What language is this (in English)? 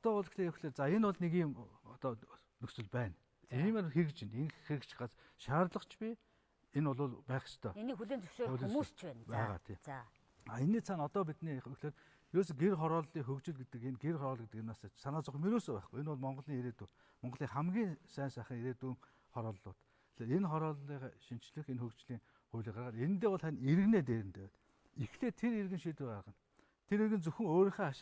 Mongolian